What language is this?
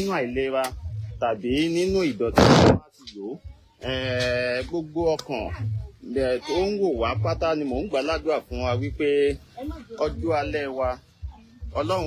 Yoruba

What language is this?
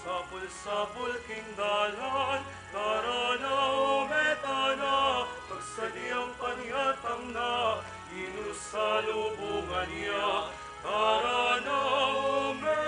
Pampanga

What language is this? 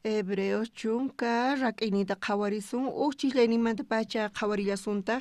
South Bolivian Quechua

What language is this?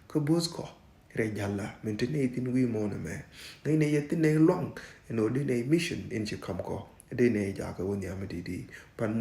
Nuer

